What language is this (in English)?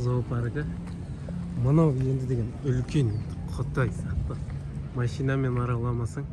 Kazakh